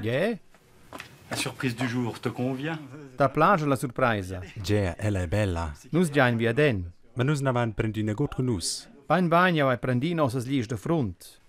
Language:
Romansh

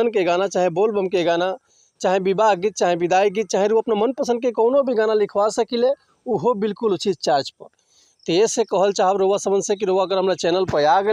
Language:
Bhojpuri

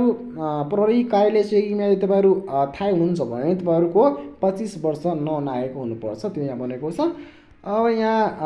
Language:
Nepali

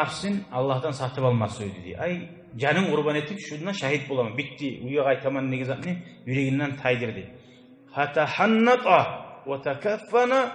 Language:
Kumyk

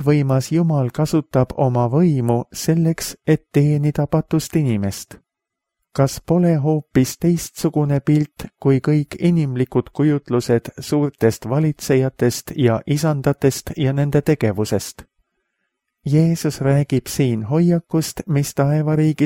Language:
Estonian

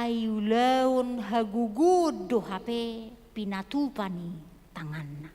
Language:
Batak Toba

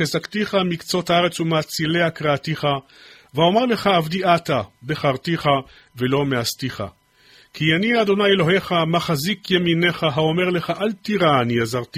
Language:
Hebrew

